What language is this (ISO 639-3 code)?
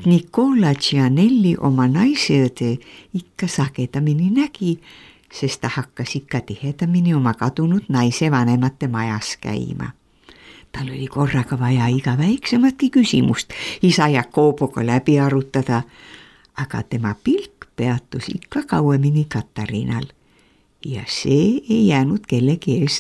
est